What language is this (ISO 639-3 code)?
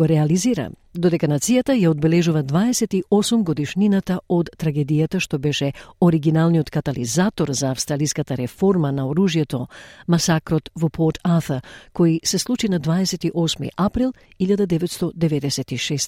mkd